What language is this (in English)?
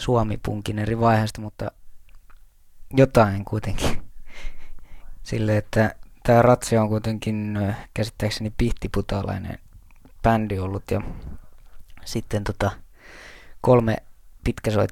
Finnish